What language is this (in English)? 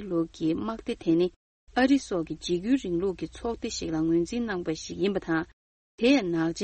Tibetan